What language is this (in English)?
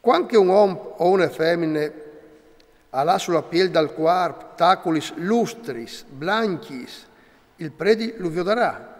Friulian